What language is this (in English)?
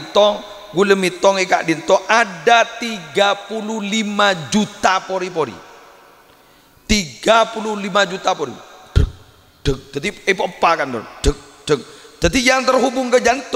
Madurese